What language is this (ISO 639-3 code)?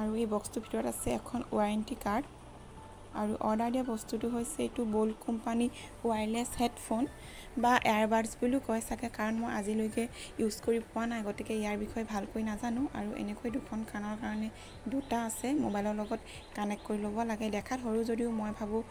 asm